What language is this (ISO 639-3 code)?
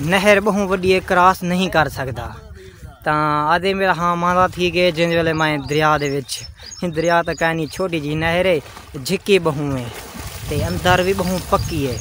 skr